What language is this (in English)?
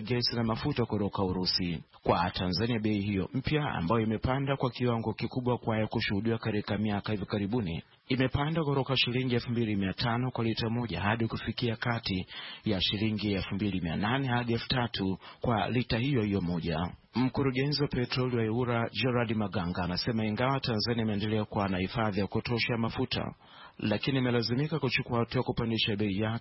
Swahili